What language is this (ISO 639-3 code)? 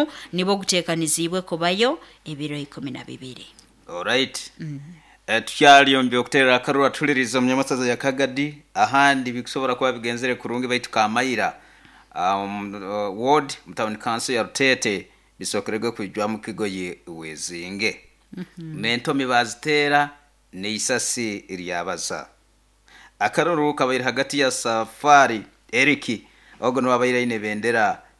nyo